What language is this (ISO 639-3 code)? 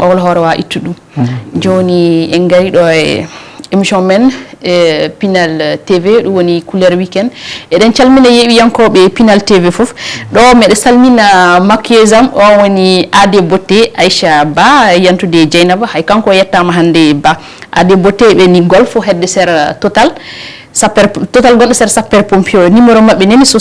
ful